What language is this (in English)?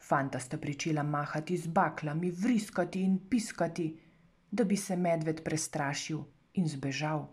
Slovenian